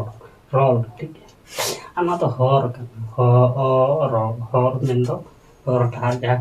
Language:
Santali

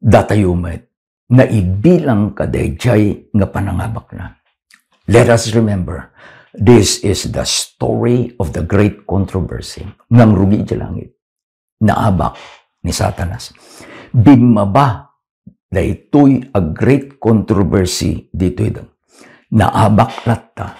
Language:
Iloko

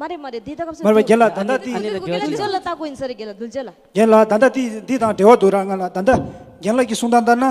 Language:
Tibetan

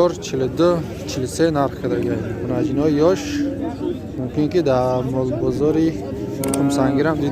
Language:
Tajik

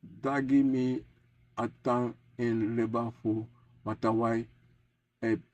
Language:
Sranan Tongo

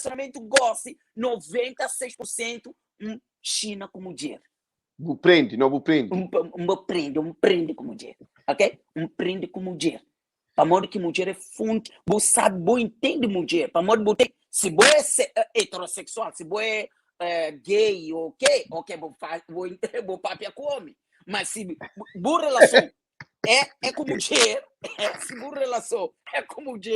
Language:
Kabuverdianu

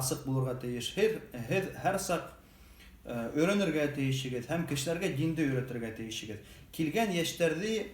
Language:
Bashkir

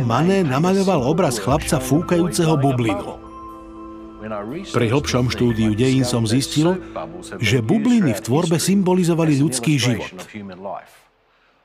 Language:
Slovak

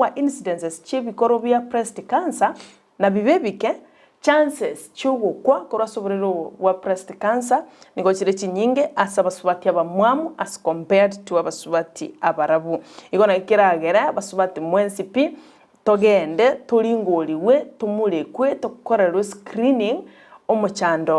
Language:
Gusii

